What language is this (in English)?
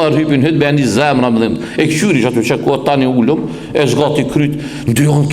Albanian